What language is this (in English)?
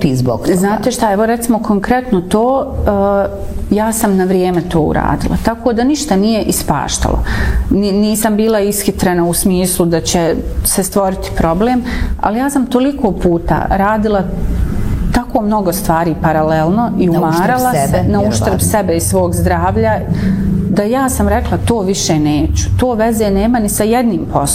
Bosnian